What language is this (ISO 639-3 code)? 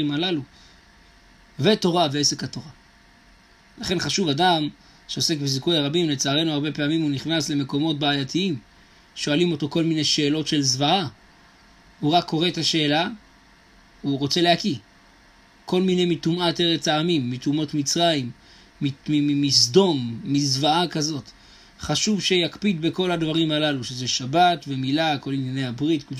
heb